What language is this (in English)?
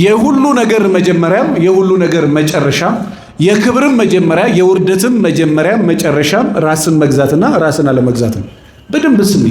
Amharic